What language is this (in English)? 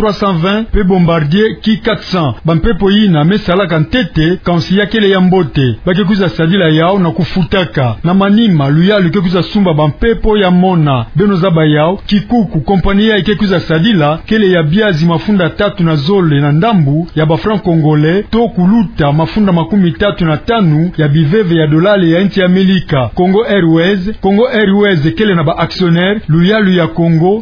Kituba (Democratic Republic of Congo)